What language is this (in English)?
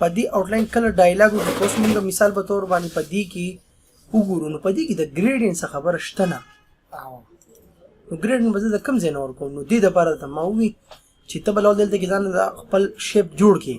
Pashto